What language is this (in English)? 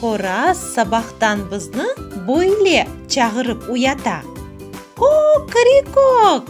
Crimean Tatar